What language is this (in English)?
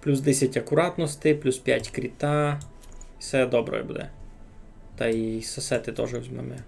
Rusyn